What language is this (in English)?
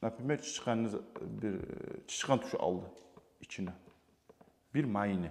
Kumyk